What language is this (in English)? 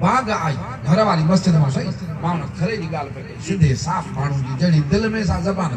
Sindhi